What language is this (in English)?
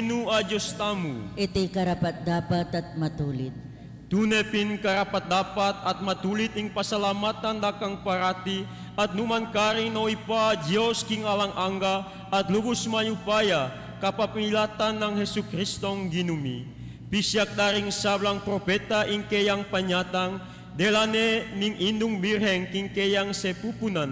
Pampanga